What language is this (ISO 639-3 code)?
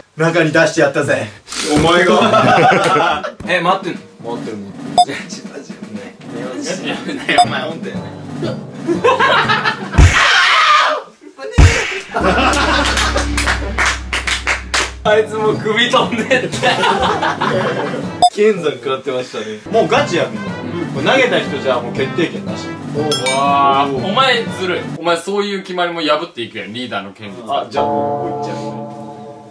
jpn